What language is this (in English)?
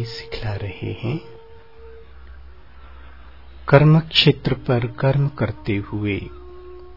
Hindi